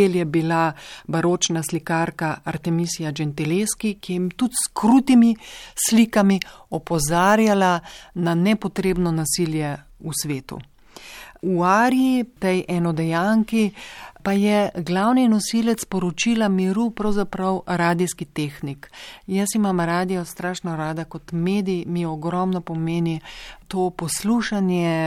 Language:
Slovenian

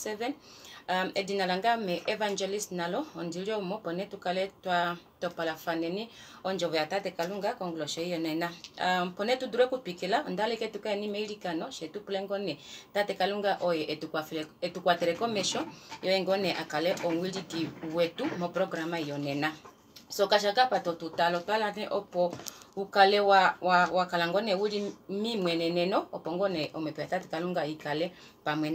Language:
Kuanyama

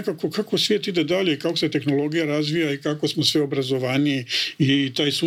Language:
Croatian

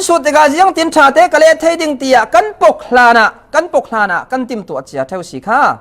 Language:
Falam Chin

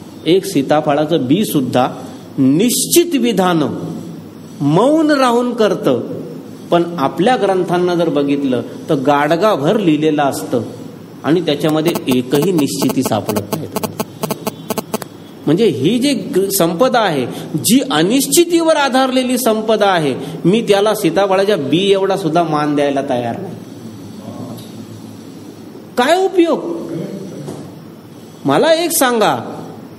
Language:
Marathi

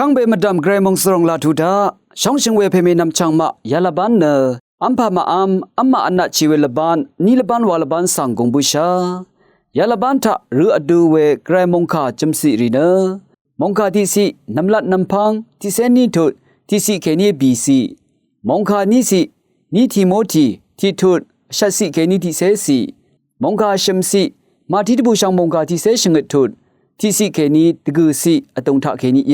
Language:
Rawang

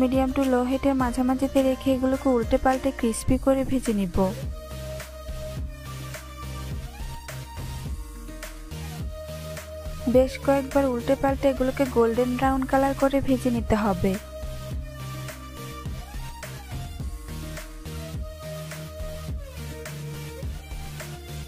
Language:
Bangla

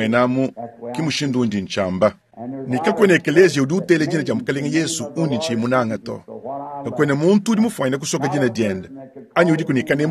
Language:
Luba-Lulua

